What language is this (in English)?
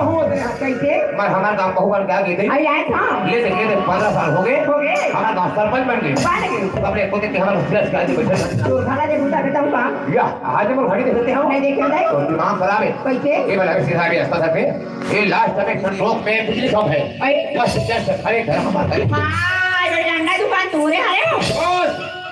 Chhattisgarhi